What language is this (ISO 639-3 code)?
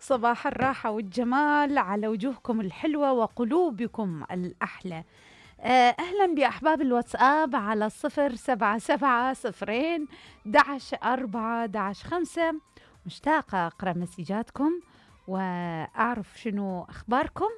acm